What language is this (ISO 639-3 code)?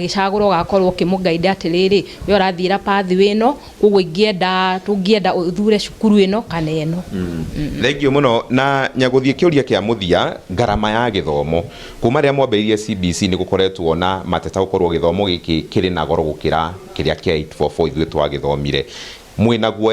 kik